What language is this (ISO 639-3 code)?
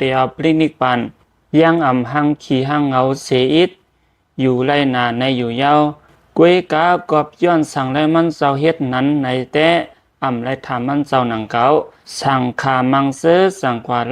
lao